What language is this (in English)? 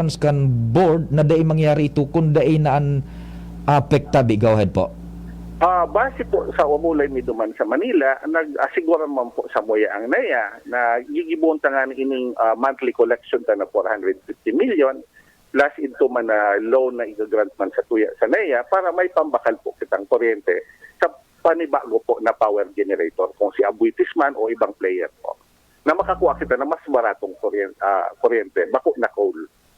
Bikol